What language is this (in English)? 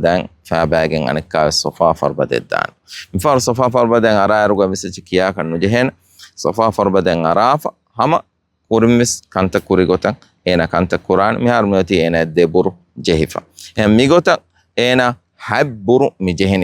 Divehi